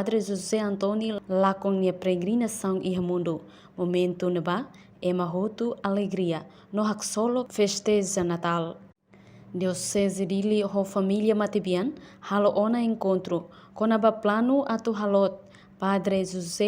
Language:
Tetum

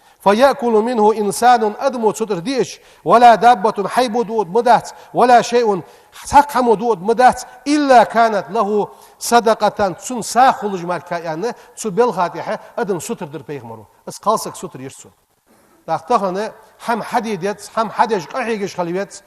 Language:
Ingush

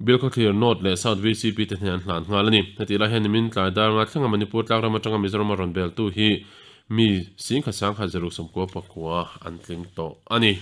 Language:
Mizo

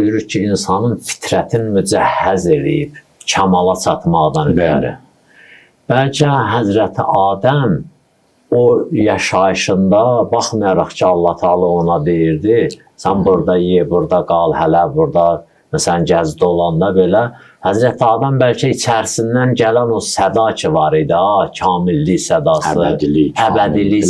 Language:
Azerbaijani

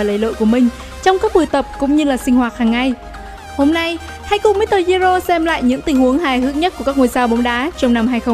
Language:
Vietnamese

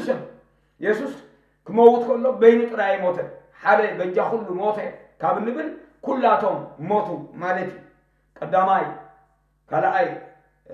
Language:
Tigrinya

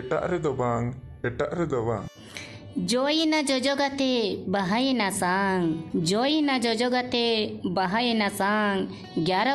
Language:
Santali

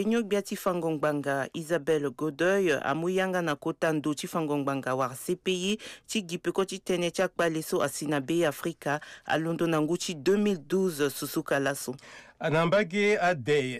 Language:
Sango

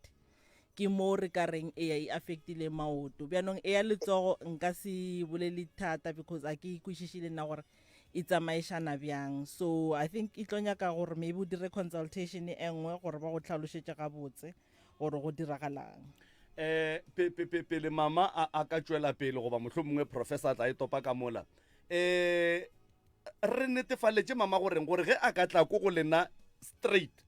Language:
Northern Sotho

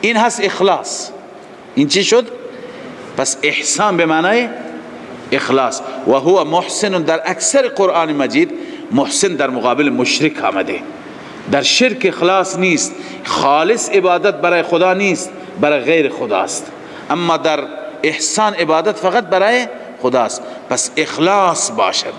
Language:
Persian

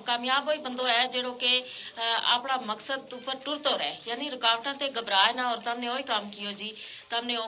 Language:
Gujari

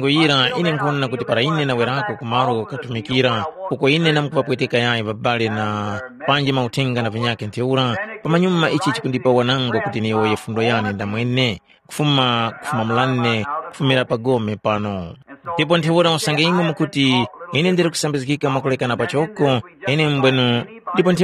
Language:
Tumbuka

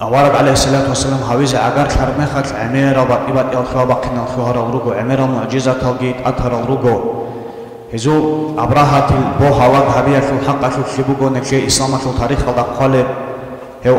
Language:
Avaric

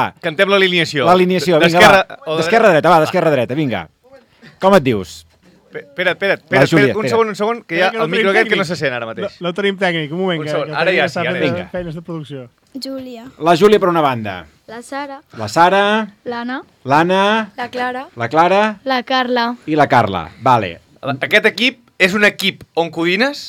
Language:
Catalan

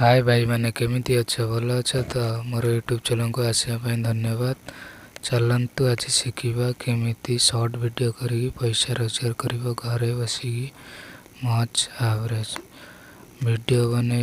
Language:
Odia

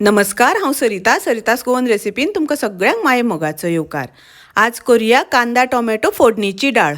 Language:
Konkani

